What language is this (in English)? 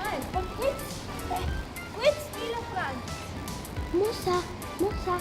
Romansh